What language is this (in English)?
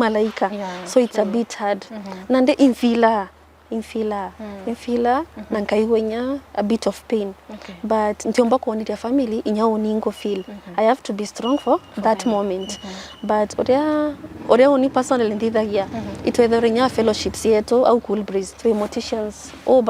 Meru